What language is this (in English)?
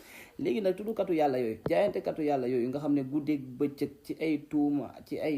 Wolof